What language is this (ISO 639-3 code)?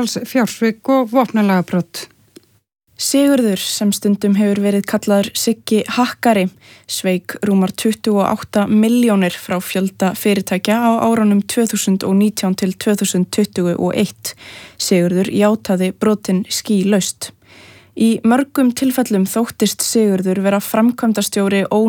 isl